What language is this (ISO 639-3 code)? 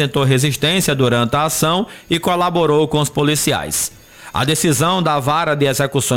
por